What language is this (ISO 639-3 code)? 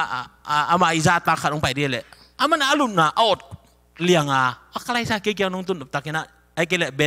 ctd